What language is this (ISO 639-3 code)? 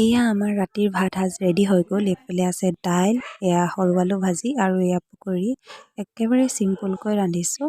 asm